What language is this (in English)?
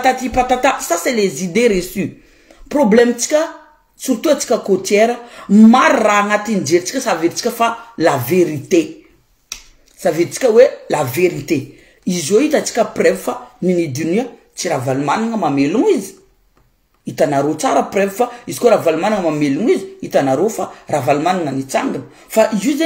Malagasy